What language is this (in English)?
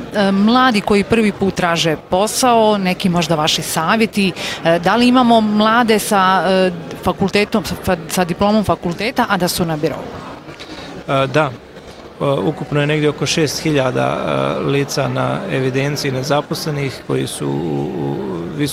Bosnian